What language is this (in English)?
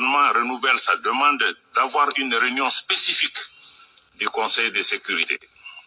Bambara